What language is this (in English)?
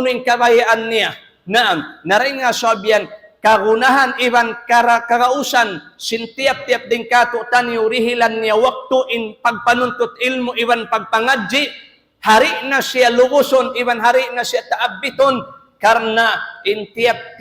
Tausug